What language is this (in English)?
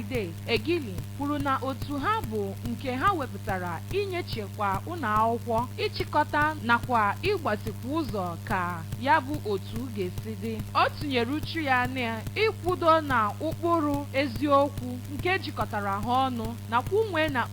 Igbo